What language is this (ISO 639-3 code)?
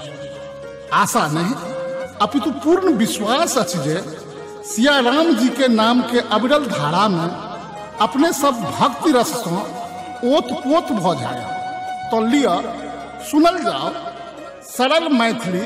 mai